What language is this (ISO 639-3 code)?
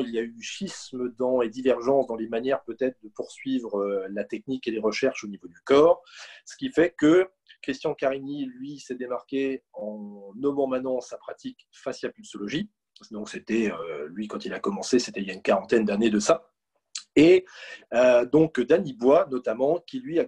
fra